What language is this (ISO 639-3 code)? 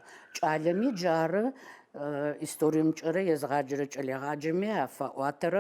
ady